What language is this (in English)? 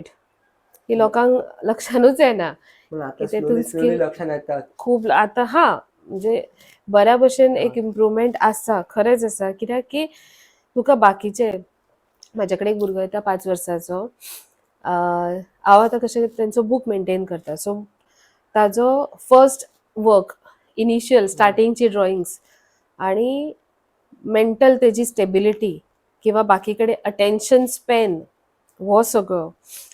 Konkani